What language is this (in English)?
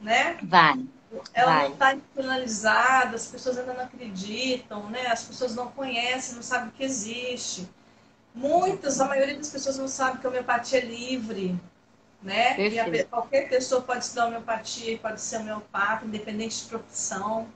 Portuguese